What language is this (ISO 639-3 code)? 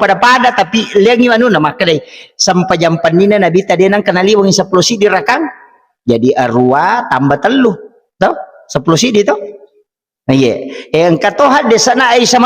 bug